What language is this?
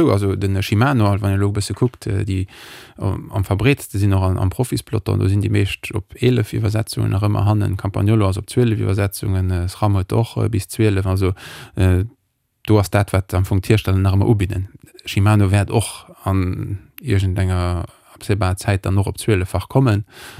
Luxembourgish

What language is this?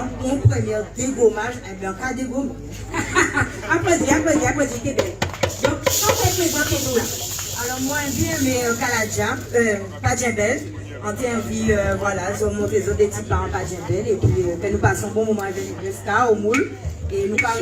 Guadeloupean Creole French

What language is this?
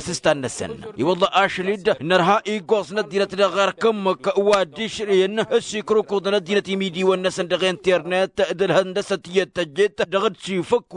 Tamasheq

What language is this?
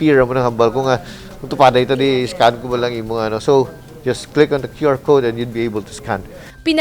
Hiligaynon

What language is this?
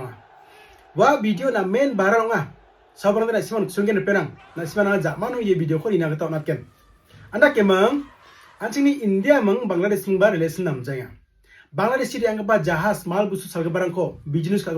Garo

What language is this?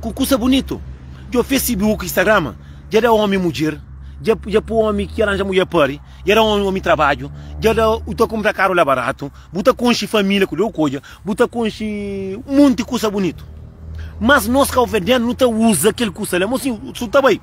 Kabuverdianu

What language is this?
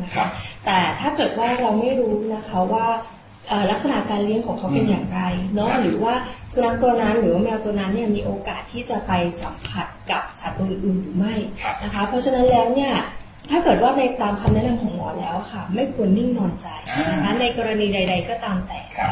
Thai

